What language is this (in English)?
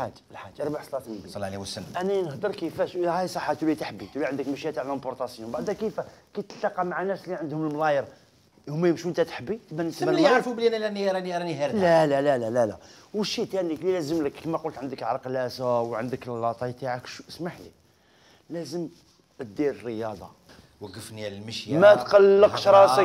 Algerian Arabic